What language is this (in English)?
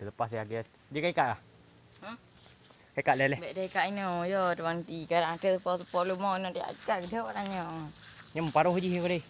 Achinese